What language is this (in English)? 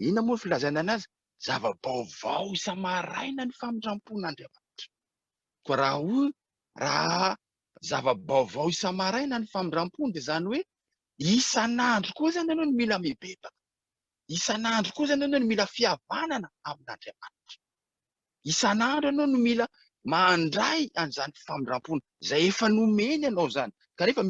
Malagasy